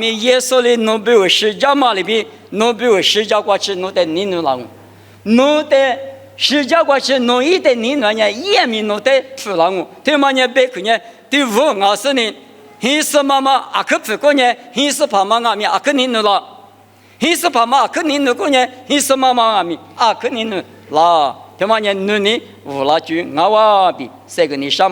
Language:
Lisu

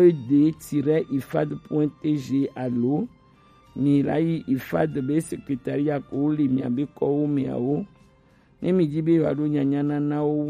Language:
Gen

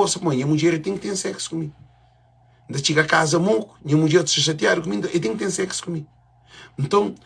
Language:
Kabuverdianu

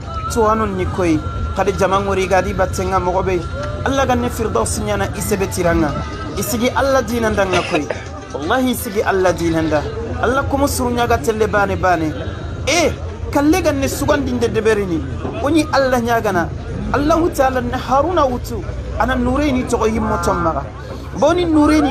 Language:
Soninke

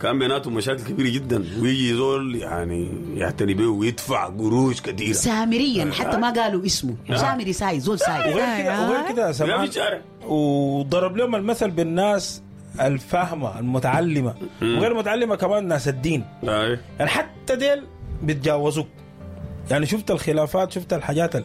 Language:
Sudanese Arabic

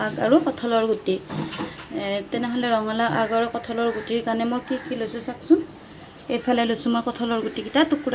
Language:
Assamese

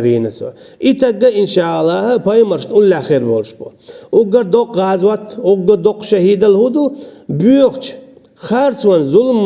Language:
Chechen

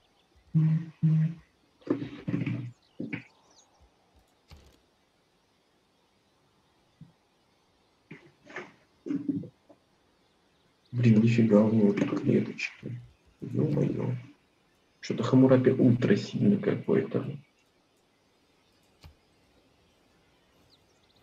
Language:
Russian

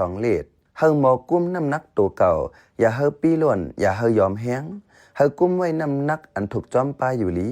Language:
Shan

